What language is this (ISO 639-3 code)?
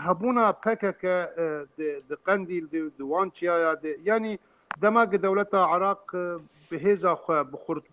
kur